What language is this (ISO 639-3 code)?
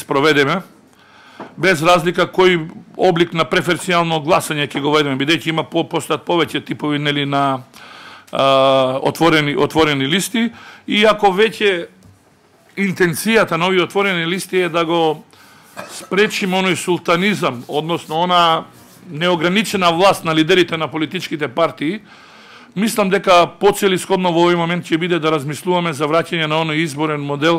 mkd